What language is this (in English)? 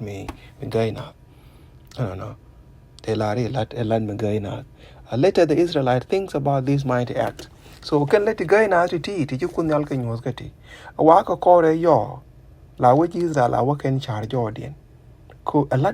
Nuer